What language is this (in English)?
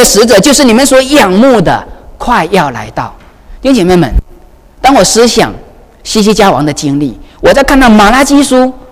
Chinese